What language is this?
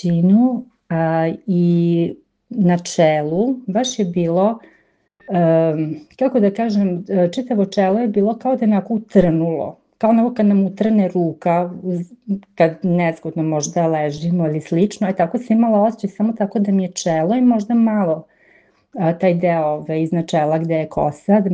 Serbian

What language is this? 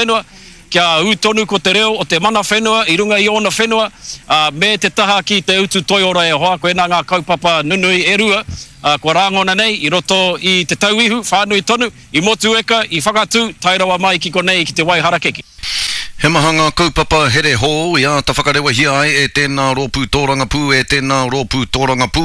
Māori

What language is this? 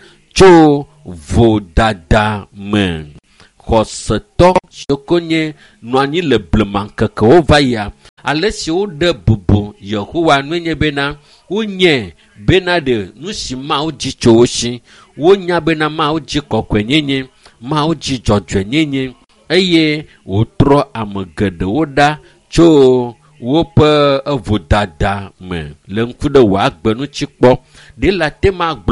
Ewe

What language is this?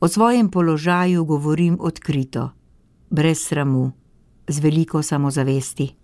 Slovenian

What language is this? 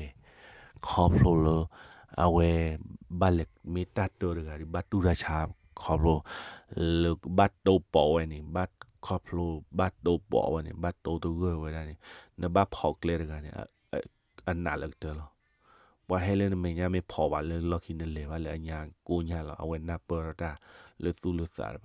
S'gaw Karen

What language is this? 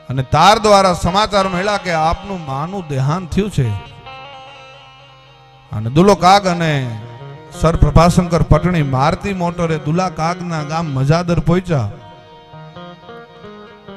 Gujarati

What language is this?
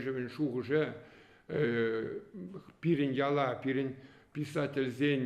Chuvash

